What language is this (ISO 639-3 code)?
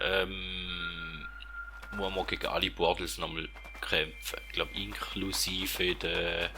gsw